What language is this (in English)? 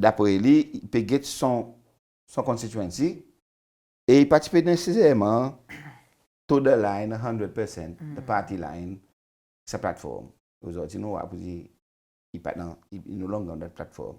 Seselwa Creole French